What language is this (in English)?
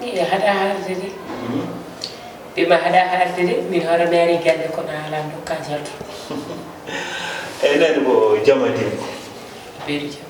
Fula